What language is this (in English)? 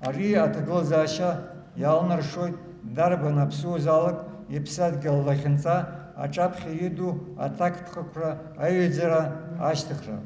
Abkhazian